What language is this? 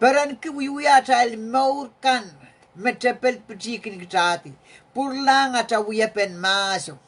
Pohnpeian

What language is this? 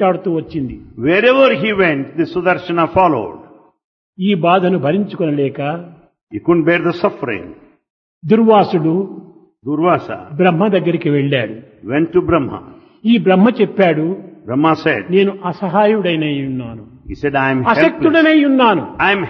Telugu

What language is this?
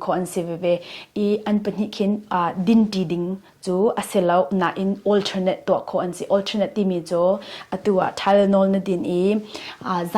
Hakha Chin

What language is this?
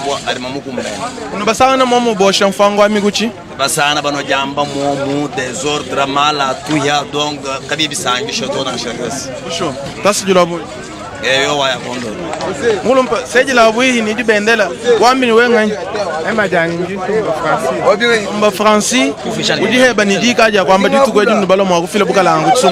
Luba-Lulua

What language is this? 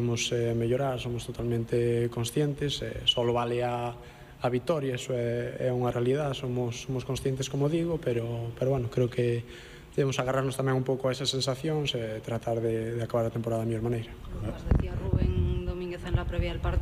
Galician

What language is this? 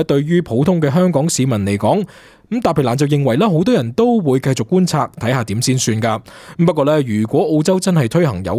Cantonese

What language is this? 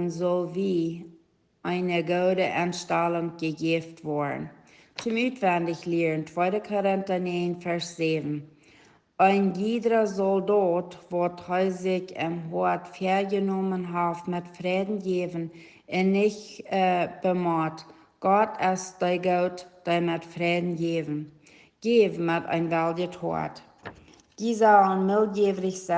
Plautdietsch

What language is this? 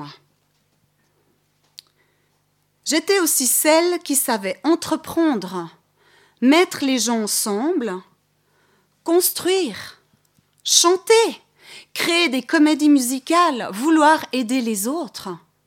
French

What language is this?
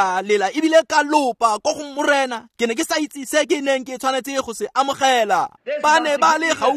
Tswana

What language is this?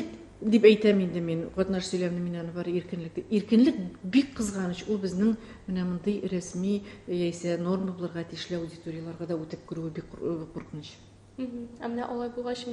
Tatar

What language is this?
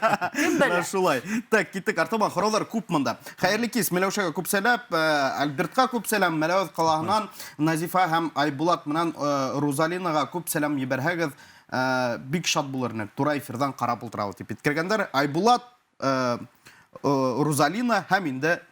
Bashkir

